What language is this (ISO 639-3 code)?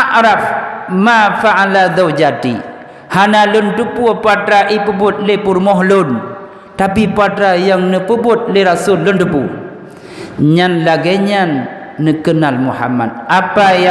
ace